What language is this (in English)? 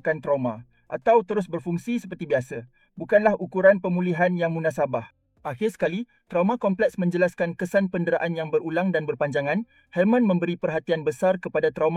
Malay